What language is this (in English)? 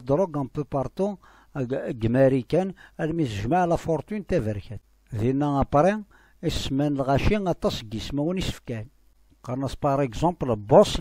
Kabyle